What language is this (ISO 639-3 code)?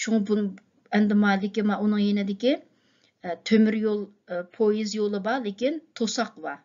uig